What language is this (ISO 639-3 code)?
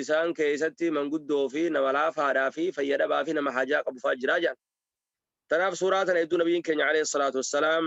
orm